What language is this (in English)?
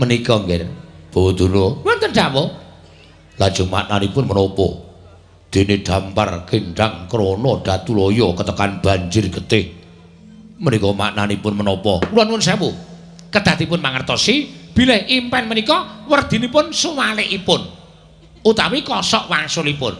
Javanese